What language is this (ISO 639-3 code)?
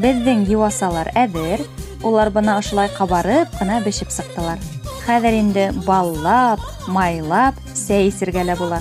bak